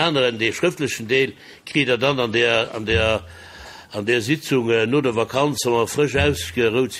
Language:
Luxembourgish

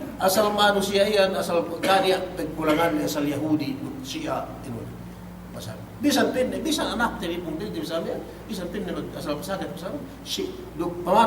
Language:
Yakan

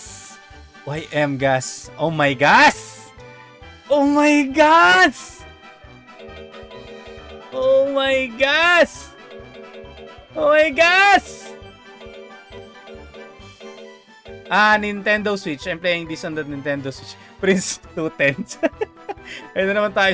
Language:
Filipino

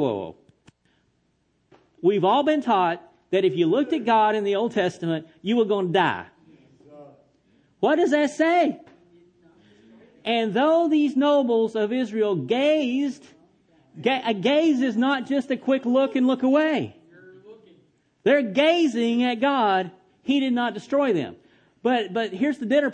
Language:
English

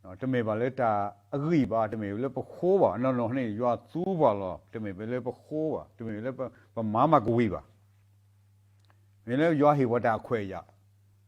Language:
S'gaw Karen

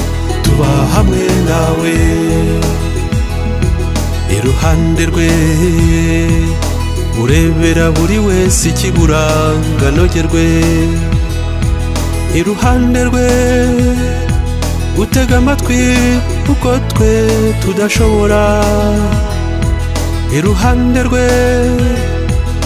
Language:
Kinyarwanda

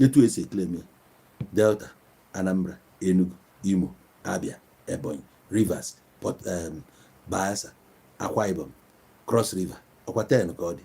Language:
Igbo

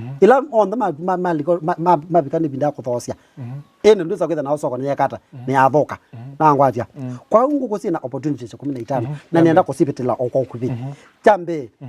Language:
Kamba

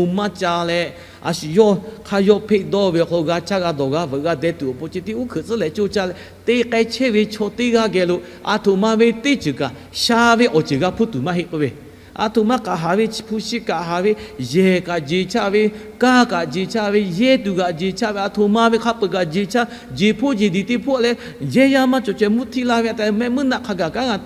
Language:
Lahu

